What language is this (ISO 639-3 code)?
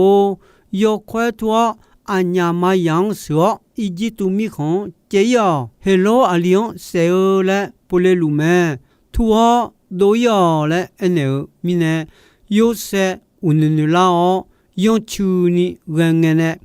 ahk